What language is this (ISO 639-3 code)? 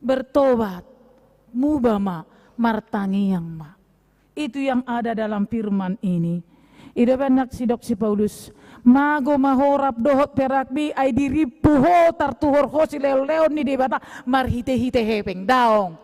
bbc